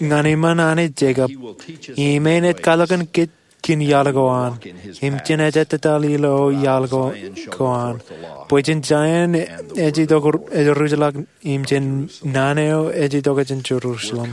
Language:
Marshallese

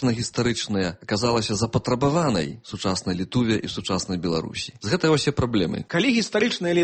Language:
Belarusian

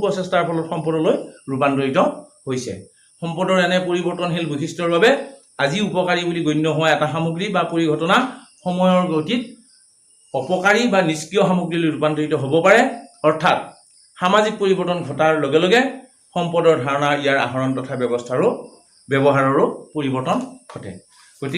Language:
Assamese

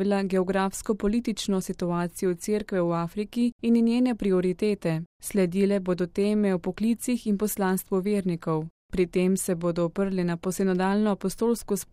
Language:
Slovenian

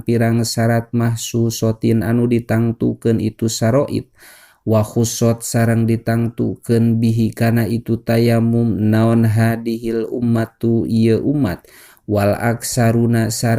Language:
Sundanese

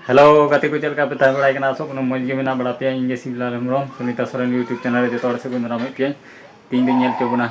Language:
Santali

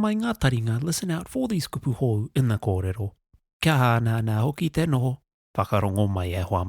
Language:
Māori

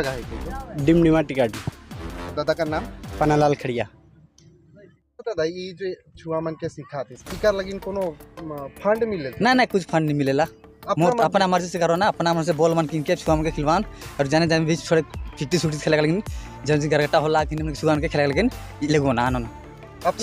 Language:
Sadri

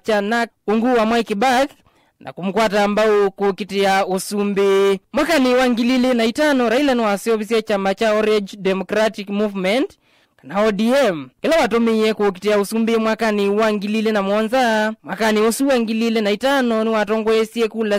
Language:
Kamba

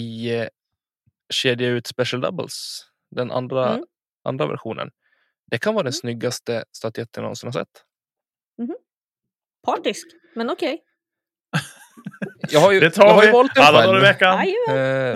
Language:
Swedish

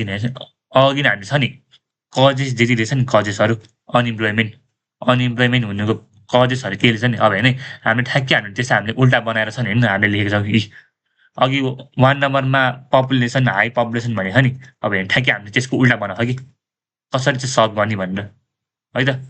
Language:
Nepali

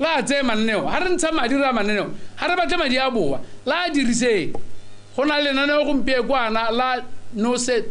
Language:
Tswana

